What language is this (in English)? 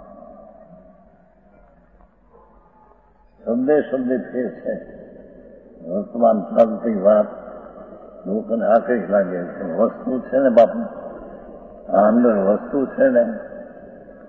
Gujarati